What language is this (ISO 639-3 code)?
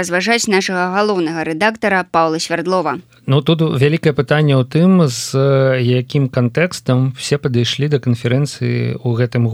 bel